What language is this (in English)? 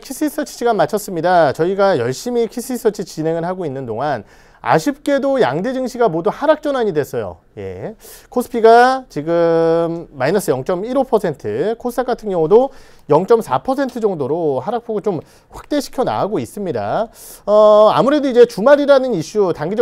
Korean